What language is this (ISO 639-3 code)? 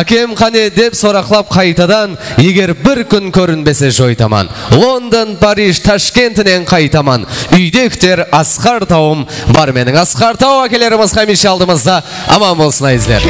kaa